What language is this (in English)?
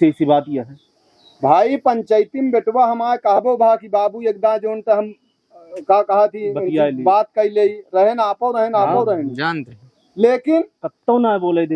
Awadhi